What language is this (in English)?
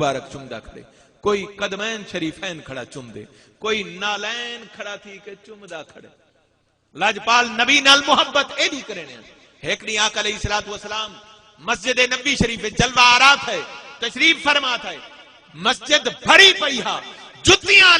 Saraiki